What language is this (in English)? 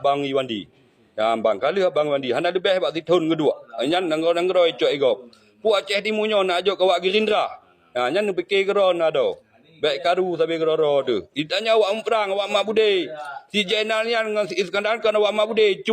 Achinese